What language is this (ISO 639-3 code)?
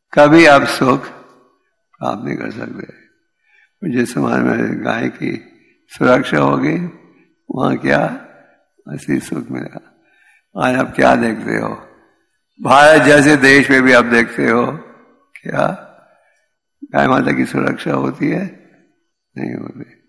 hin